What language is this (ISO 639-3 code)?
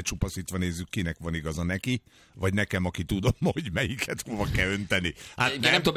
hun